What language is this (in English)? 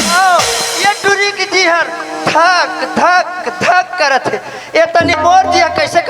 Chhattisgarhi